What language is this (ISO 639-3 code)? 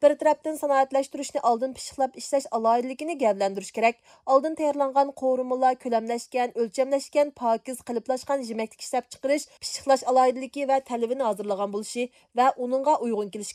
uig